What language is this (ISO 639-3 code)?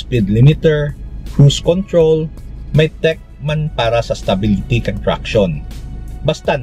hil